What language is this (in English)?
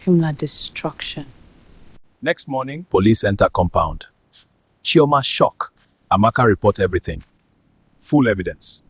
Nigerian Pidgin